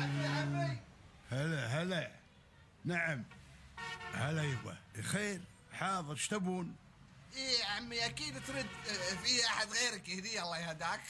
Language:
Gulf Arabic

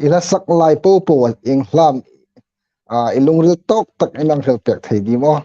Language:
Hmar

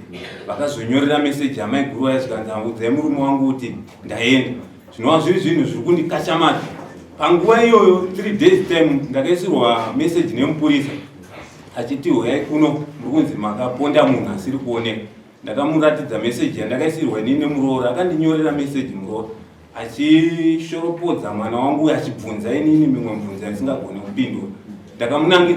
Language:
Shona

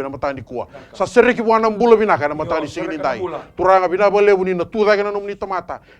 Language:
Fijian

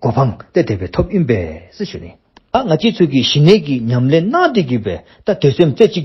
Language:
Dzongkha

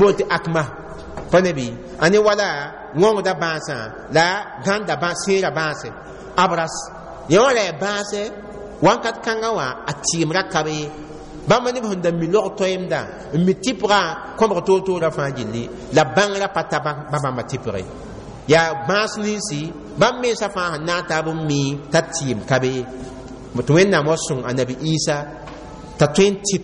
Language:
Mossi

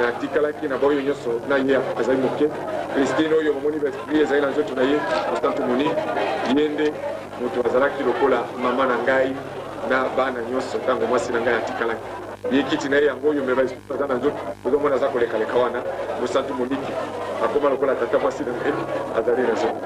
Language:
Lingala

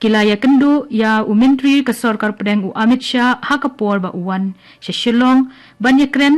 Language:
Khasi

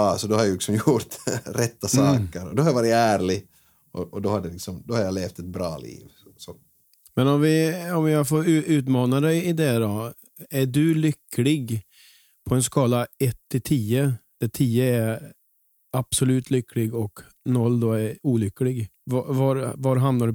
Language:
Swedish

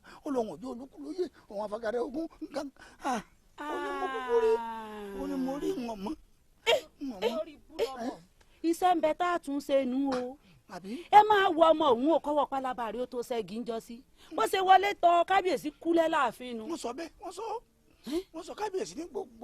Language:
Yoruba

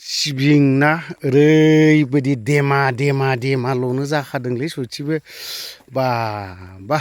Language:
Bodo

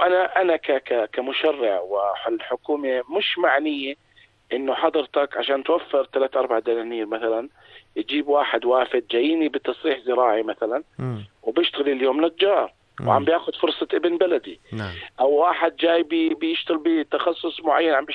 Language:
North Levantine Arabic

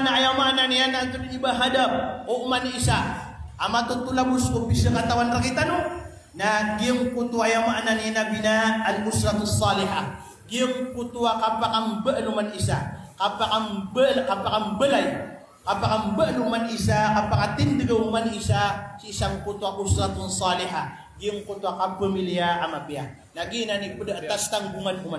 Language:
Maranao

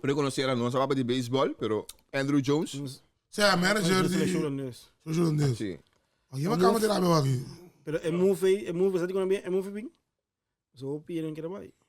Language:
Papiamento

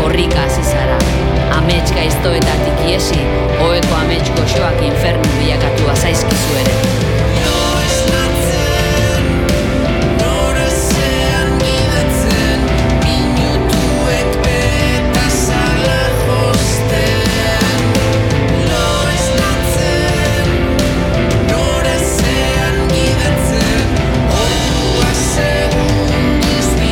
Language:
Basque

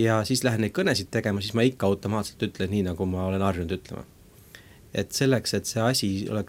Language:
Estonian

